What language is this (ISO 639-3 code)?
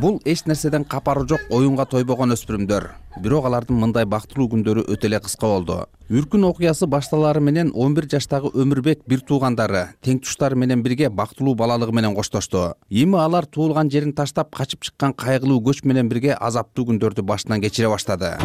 kir